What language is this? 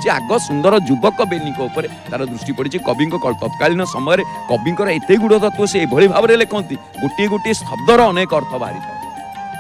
Odia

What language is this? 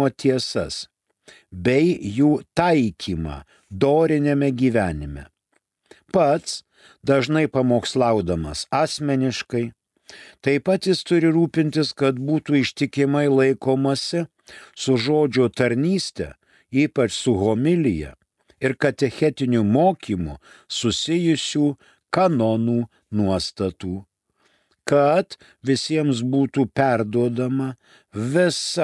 Lithuanian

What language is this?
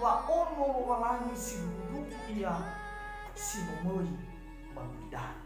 Nias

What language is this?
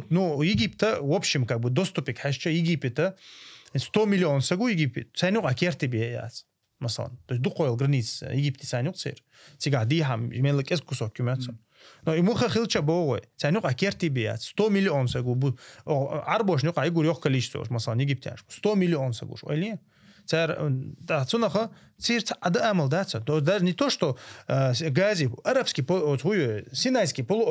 Chechen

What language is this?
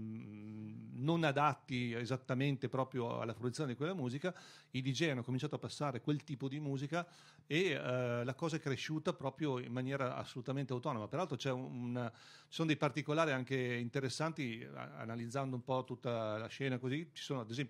Italian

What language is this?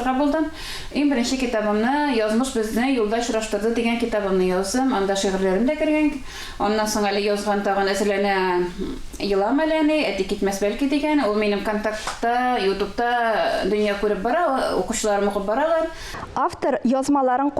Tatar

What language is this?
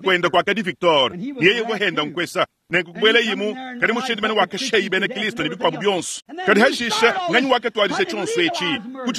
Luba-Lulua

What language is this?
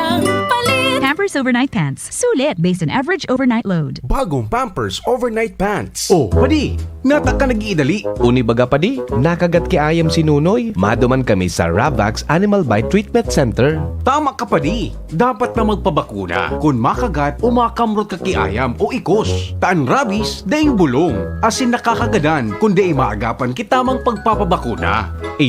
Bikol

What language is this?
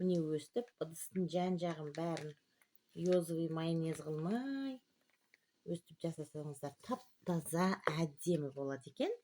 Kazakh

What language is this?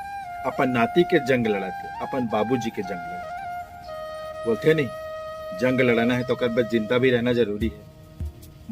Chhattisgarhi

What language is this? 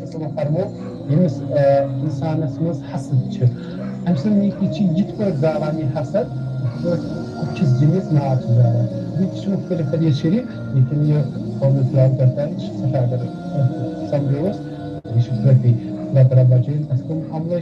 Kashmiri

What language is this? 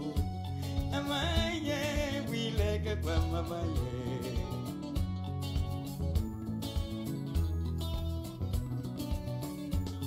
Swahili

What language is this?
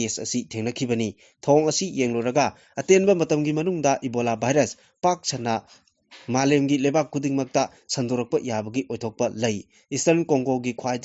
Manipuri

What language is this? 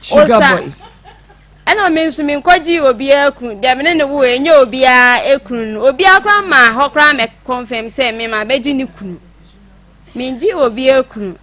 Akan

